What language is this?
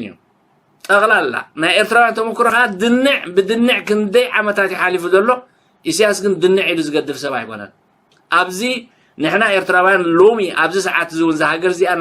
Tigrinya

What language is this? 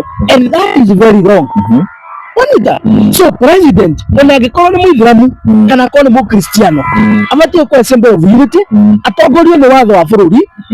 Kikuyu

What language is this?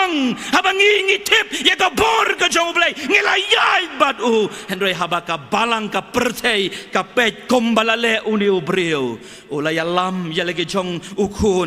Khasi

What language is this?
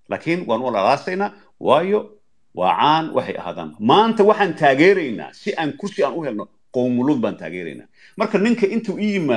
Somali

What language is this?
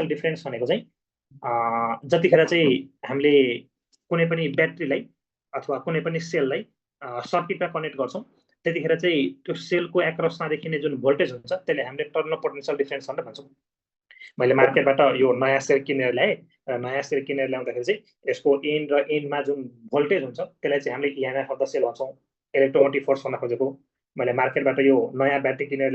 Nepali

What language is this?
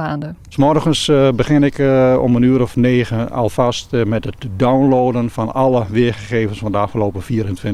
Western Frisian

